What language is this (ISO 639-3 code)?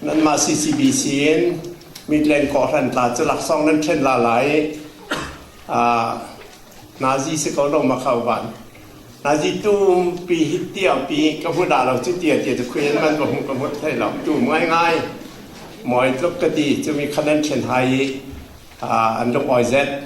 cfm